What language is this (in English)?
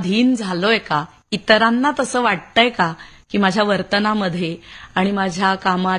Marathi